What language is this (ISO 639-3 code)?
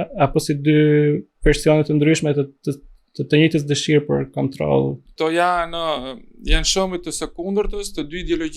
sqi